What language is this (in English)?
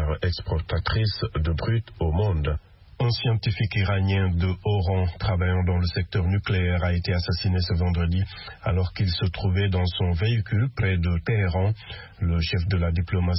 French